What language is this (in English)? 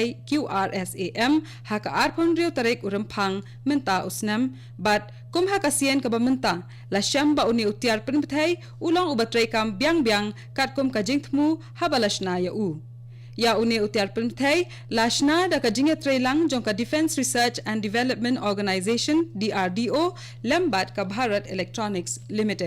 Khasi